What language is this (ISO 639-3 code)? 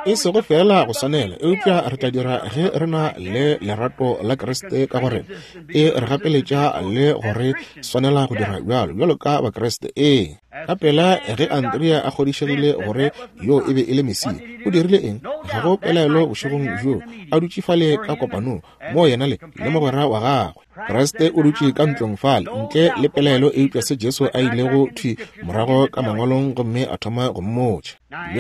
nso